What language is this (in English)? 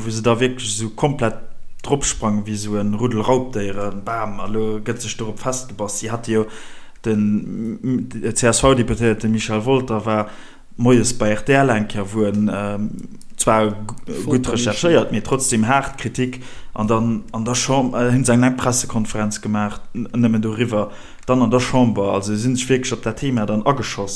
Luxembourgish